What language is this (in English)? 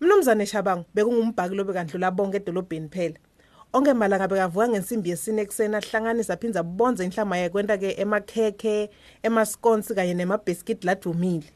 Swati